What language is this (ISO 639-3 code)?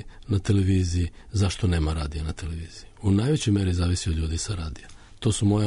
srp